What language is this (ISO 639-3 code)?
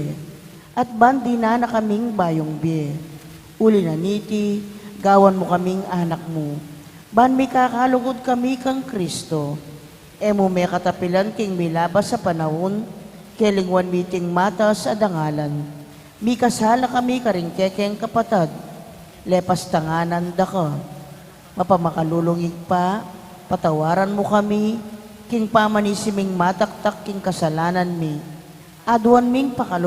pam